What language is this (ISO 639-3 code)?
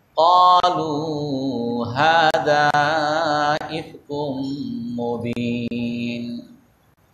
ben